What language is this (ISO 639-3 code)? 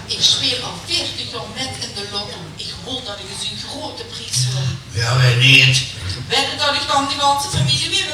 lim